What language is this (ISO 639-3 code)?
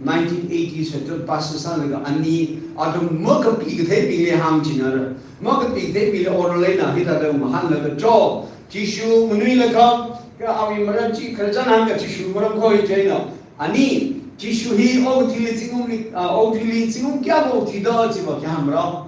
nmf